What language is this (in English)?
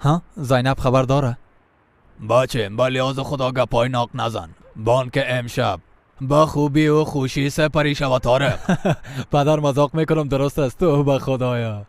Persian